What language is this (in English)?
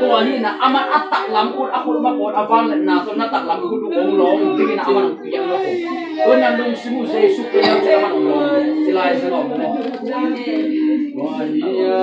Tedim Chin